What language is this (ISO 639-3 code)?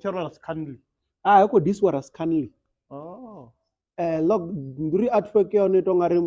ven